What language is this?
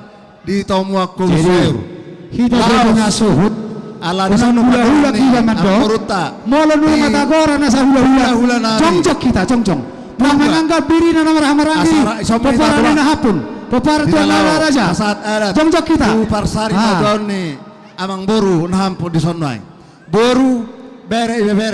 Batak Toba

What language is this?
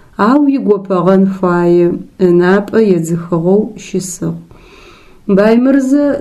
Adyghe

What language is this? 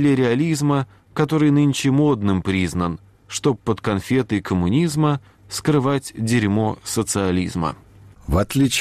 Russian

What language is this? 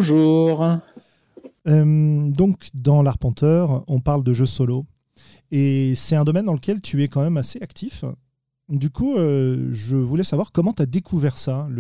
French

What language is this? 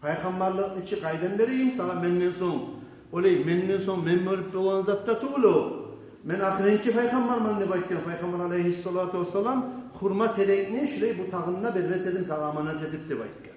Kumyk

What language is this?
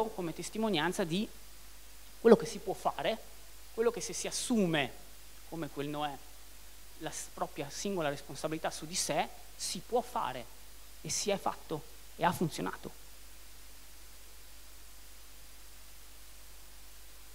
Italian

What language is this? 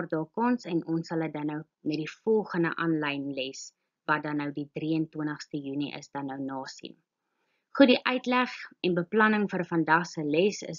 Afrikaans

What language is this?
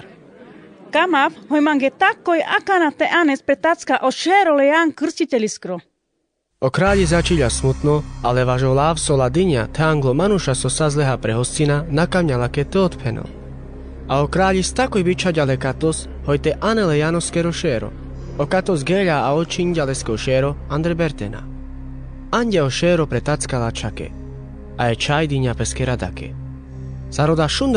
Carpathian Romani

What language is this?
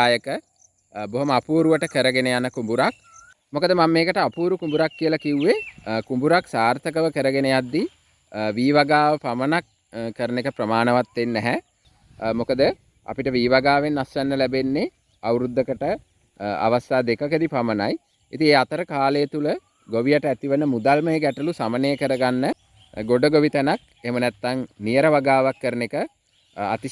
Sinhala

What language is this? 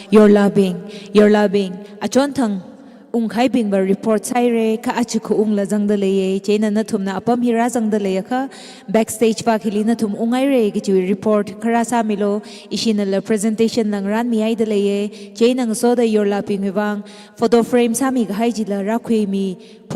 Tangkhul Naga (India)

